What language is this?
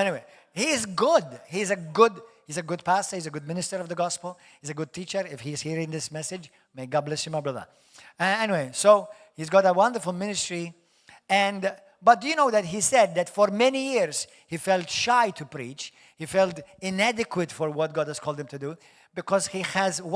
English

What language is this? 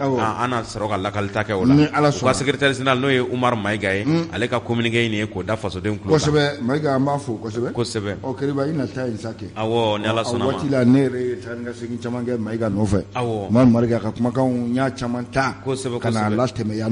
Bambara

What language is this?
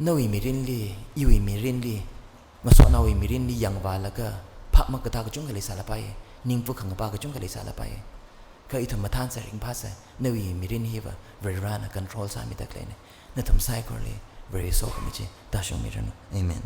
Tangkhul Naga (India)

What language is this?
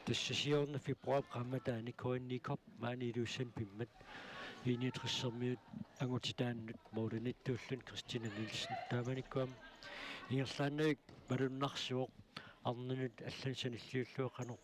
Kalaallisut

